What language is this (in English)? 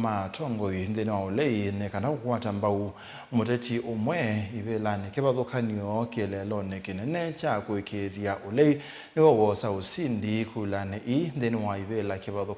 Kamba